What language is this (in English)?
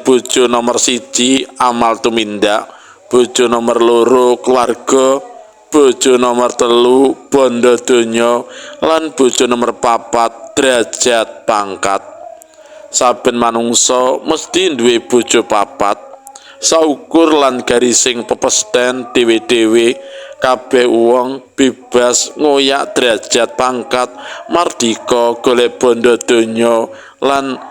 Javanese